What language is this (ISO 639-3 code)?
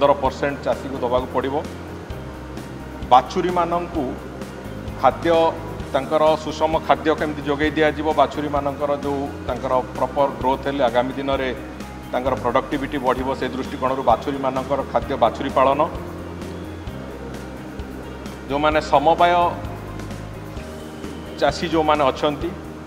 ori